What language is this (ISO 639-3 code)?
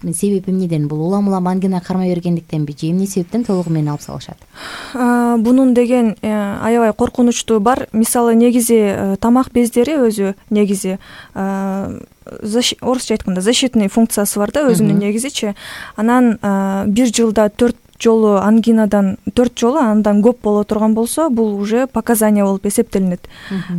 kir